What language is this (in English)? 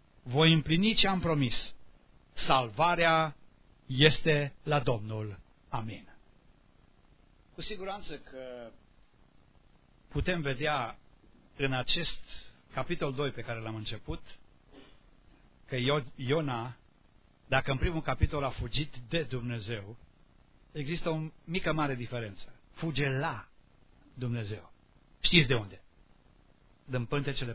Romanian